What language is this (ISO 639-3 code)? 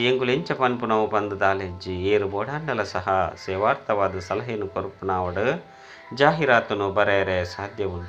tcy